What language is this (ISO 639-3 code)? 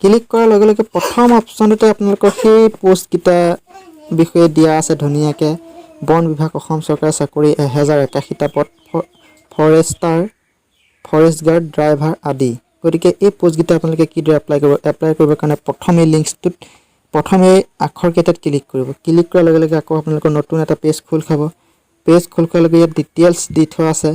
asm